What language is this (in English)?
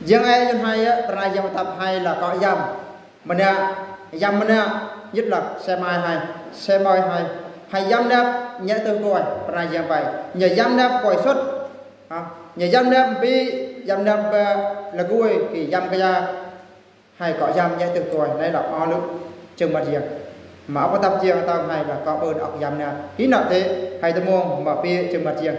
Eastern Bru